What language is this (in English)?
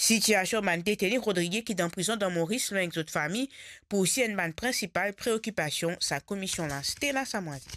Morisyen